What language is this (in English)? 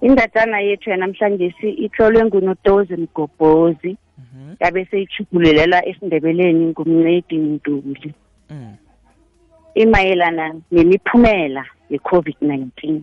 South Ndebele